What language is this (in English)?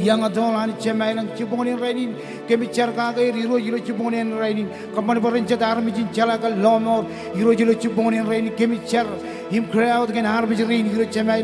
Marshallese